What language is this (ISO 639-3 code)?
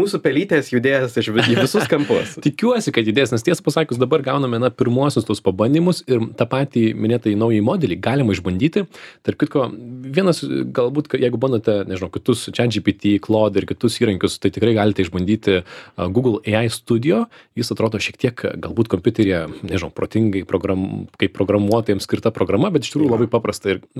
lit